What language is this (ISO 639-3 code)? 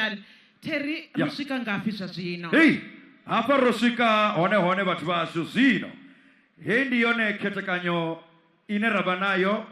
ven